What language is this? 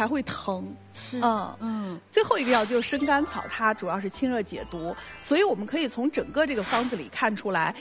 Chinese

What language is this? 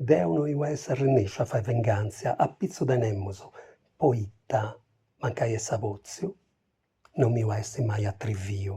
Sardinian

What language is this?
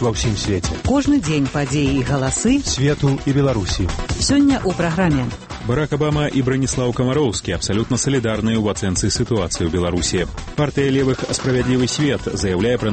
Belarusian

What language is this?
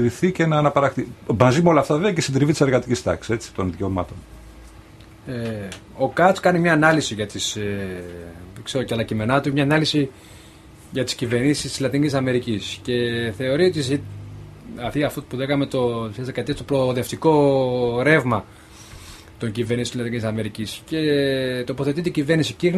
Greek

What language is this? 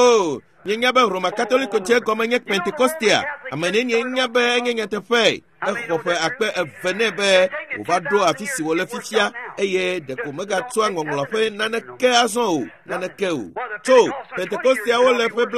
Ewe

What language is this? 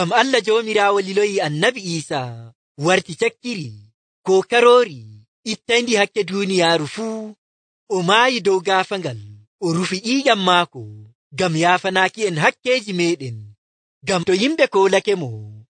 Nigerian Fulfulde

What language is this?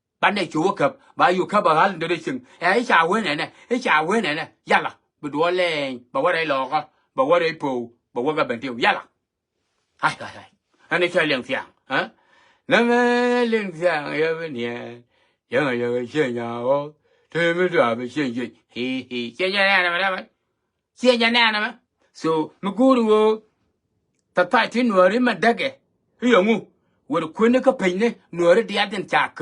Nuer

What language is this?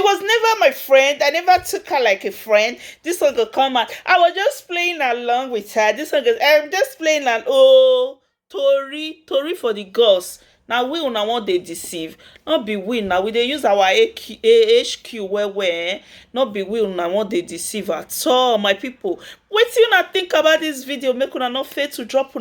Nigerian Pidgin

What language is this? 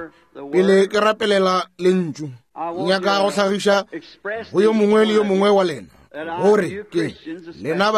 Northern Sotho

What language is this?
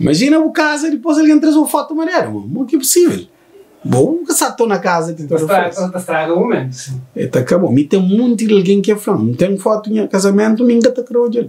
Kabuverdianu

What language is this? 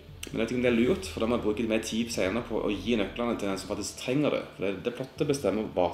Norwegian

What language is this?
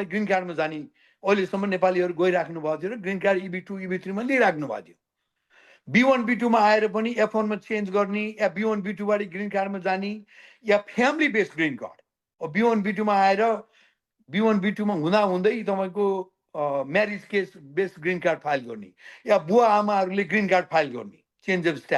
Nepali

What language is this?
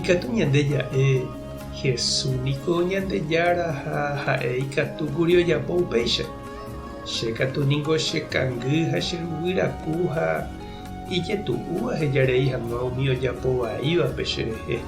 Guarani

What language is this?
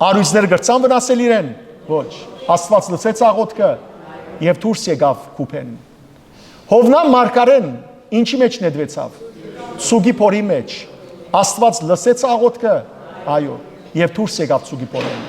Western Armenian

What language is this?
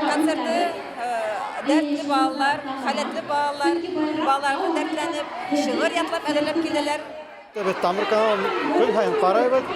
Bashkir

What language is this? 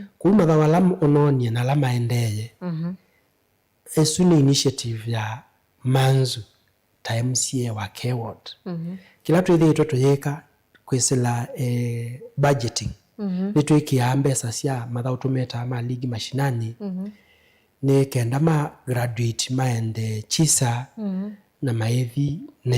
Kamba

